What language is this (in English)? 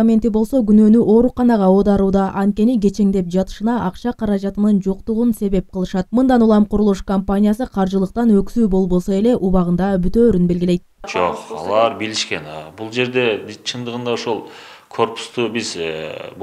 Kyrgyz